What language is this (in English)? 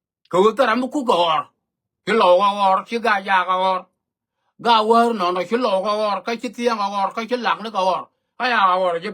Nuer